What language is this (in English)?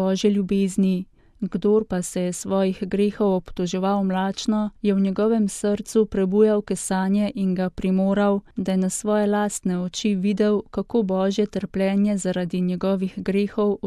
Slovenian